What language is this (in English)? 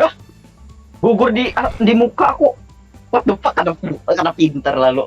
Banjar